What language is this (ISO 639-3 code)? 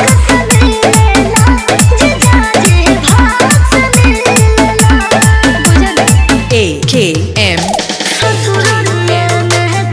bho